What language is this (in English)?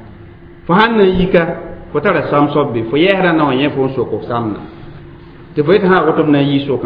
Mossi